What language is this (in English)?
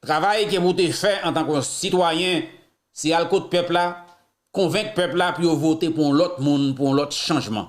Haitian Creole